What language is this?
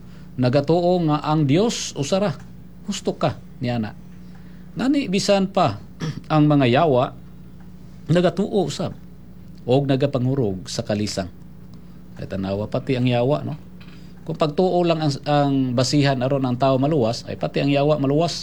Cebuano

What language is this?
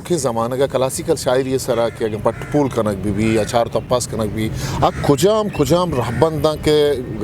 Eastern Balochi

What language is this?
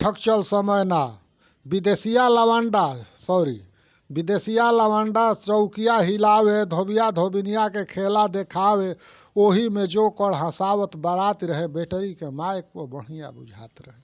Bhojpuri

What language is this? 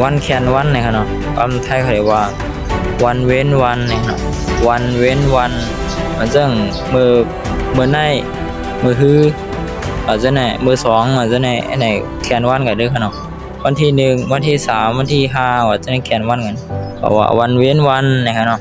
Shan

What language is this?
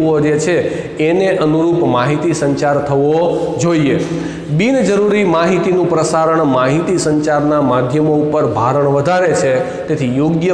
Gujarati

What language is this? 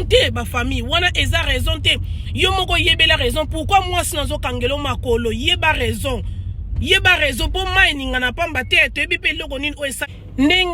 Lingala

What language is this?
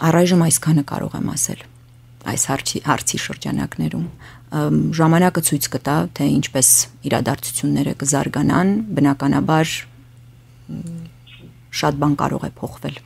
Armenian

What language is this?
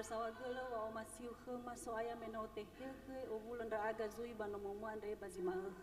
Nias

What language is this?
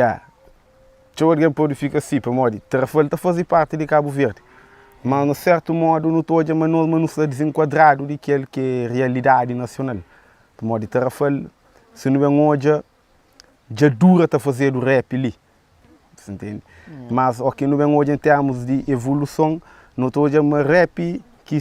Kabuverdianu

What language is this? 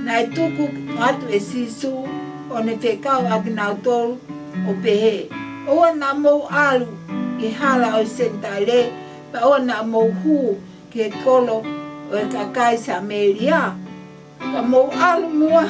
Tongan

